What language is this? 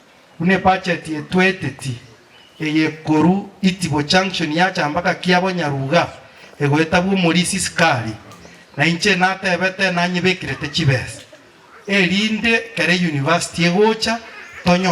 Gusii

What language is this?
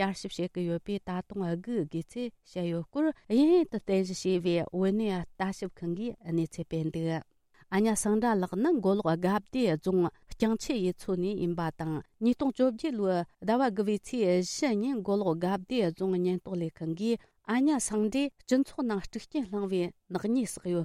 Tibetan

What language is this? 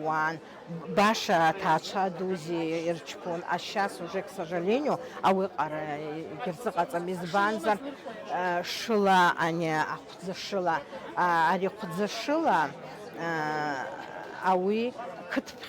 Abkhazian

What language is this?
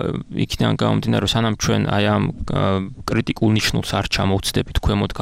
Georgian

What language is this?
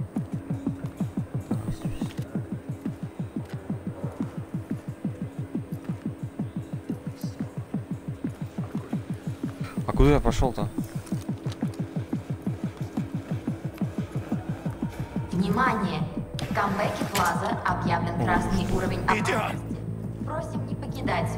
Russian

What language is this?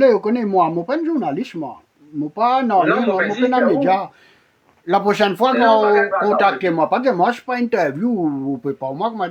Morisyen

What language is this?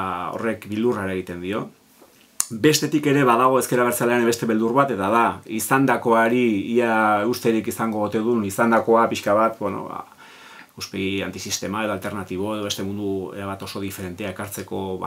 Basque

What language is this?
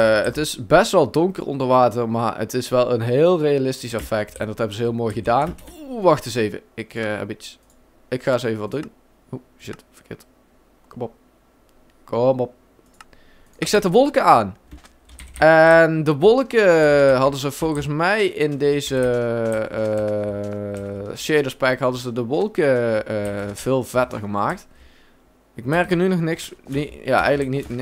Dutch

